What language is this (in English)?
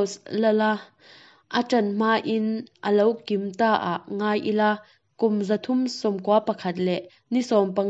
Mizo